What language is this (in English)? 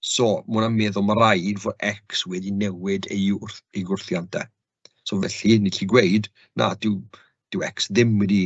Welsh